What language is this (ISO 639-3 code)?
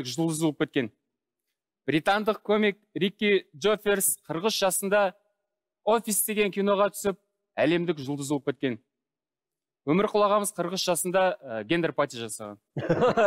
kaz